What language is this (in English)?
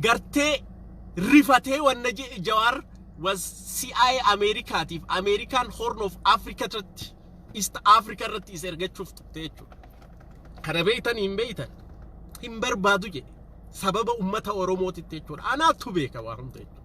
Oromo